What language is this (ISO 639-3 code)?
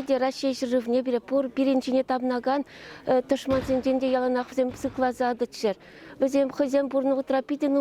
chv